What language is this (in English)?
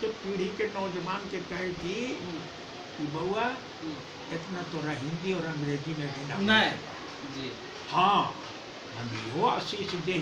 Magahi